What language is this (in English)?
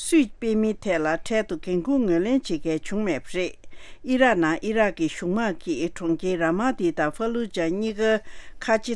Tibetan